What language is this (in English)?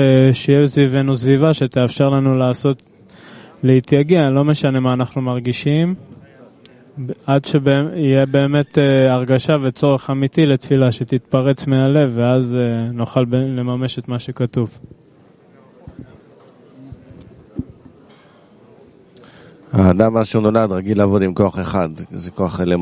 Hebrew